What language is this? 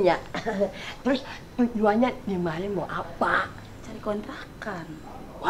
Betawi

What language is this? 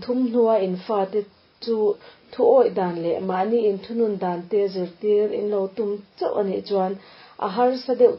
Mizo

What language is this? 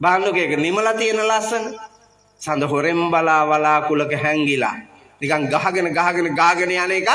Sinhala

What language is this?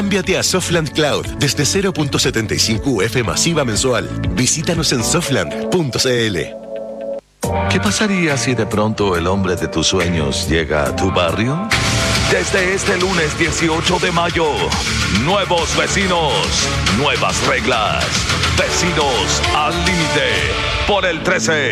Spanish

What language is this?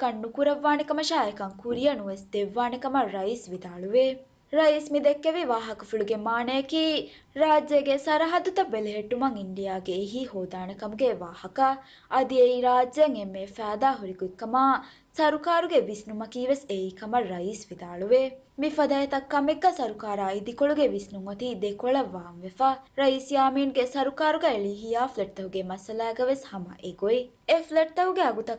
Divehi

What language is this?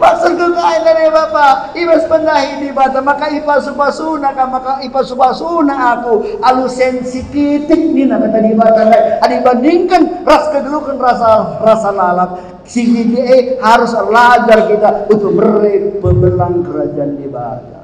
Batak Karo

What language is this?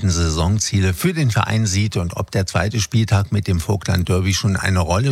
German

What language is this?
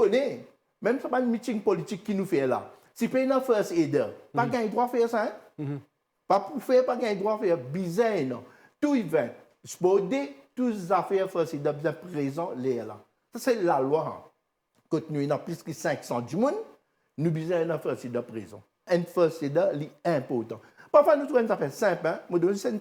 Morisyen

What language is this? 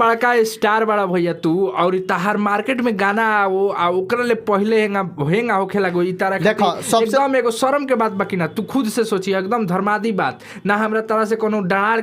Bhojpuri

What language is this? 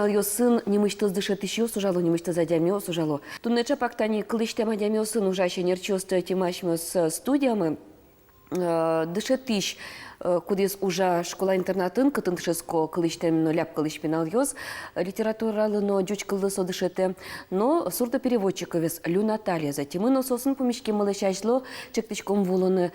Udmurt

